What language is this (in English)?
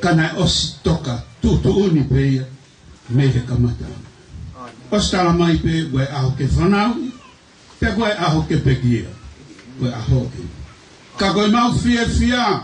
Tongan